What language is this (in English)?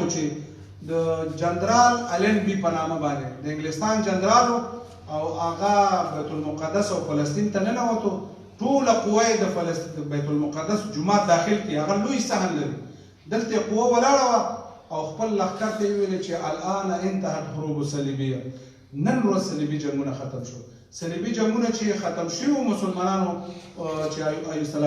Pashto